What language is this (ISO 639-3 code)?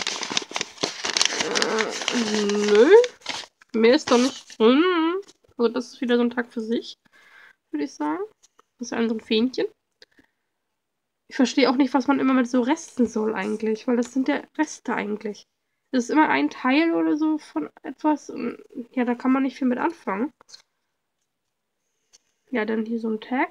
deu